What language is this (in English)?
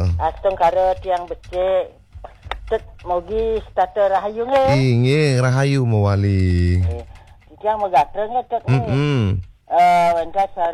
Balinese